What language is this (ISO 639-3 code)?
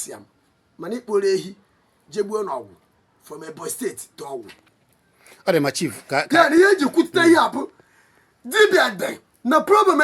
ibo